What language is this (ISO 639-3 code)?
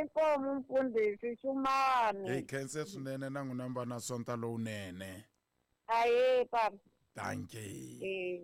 tso